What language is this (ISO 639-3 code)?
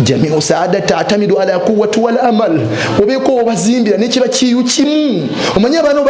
lug